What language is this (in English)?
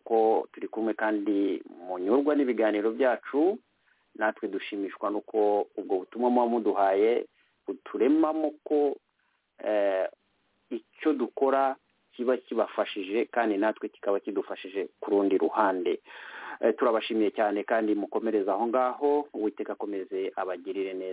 Kinyarwanda